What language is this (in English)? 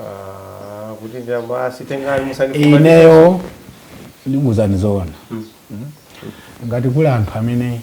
Nyanja